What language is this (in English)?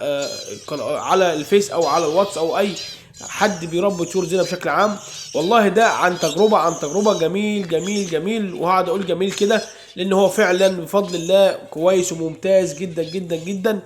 Egyptian Arabic